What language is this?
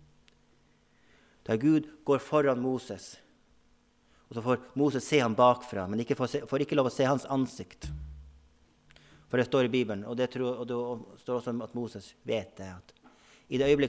Norwegian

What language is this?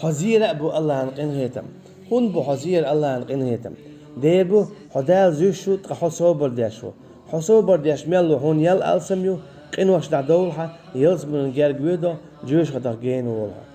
Chechen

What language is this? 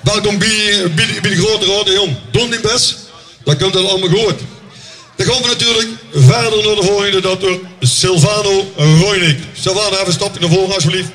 Limburgish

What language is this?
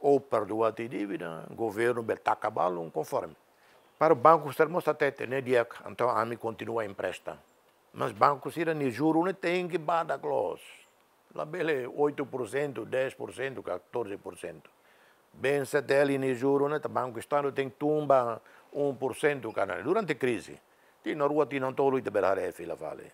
Tetum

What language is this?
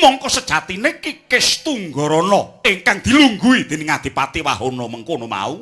Javanese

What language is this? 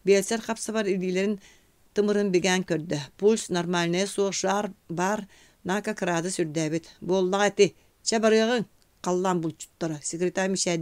Yakut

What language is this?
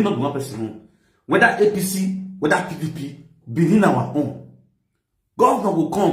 Nigerian Pidgin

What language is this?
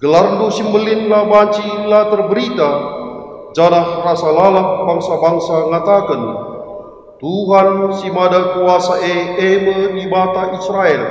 Batak Karo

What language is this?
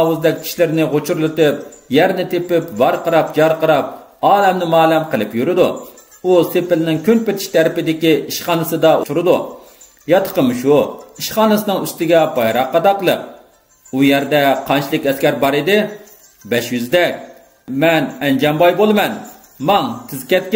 Uyghur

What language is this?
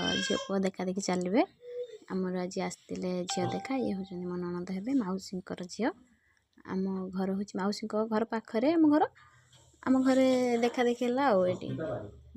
Odia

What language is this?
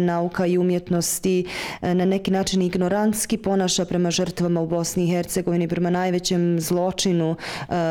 Bosnian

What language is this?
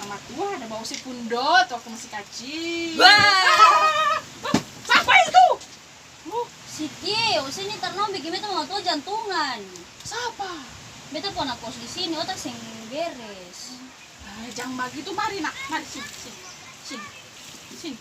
Ambonese Malay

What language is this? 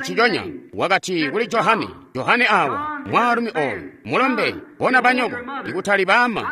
Tonga (Zambia)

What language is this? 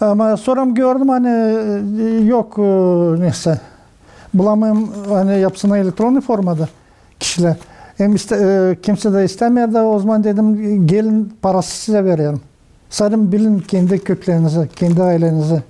Gagauz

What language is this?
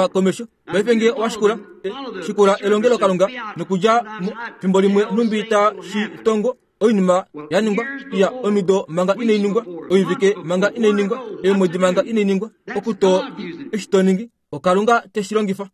Kuanyama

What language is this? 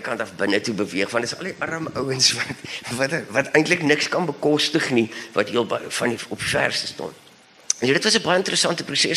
Afrikaans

